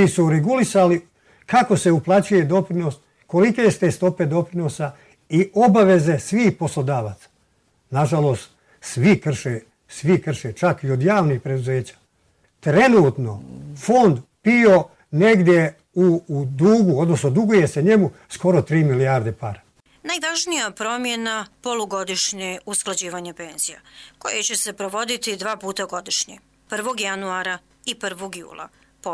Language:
Croatian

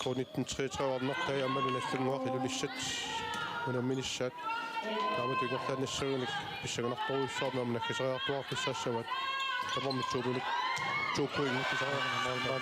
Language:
Kalaallisut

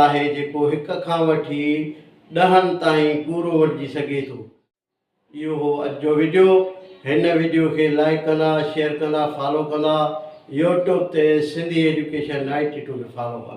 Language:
Sindhi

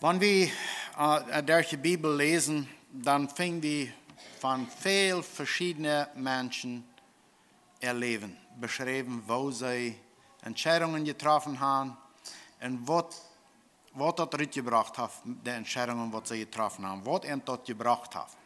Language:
Plautdietsch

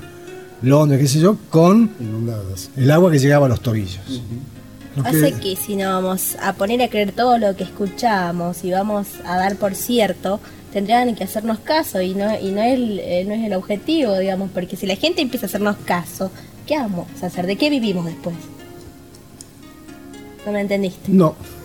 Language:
Spanish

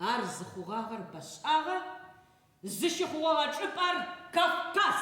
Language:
Adyghe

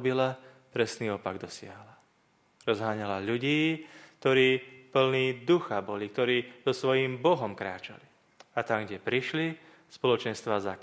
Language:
Slovak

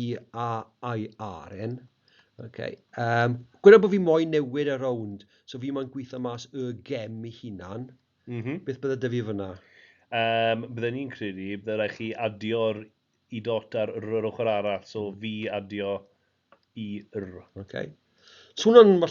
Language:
Welsh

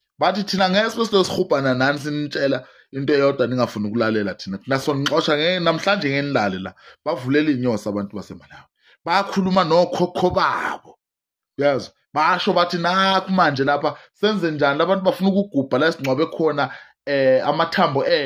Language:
Zulu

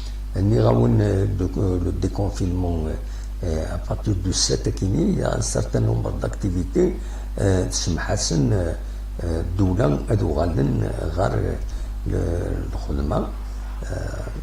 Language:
Kabyle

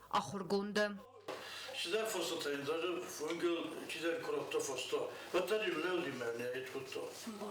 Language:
Ossetic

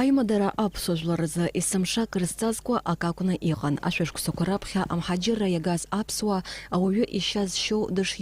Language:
Abkhazian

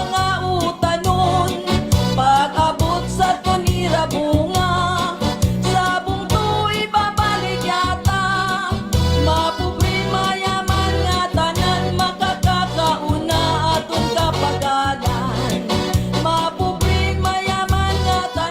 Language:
Waray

